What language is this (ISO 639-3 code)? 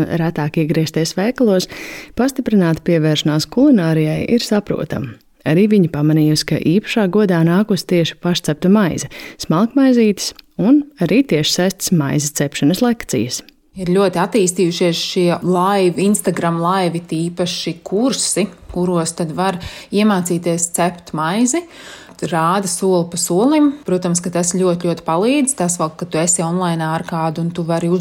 lav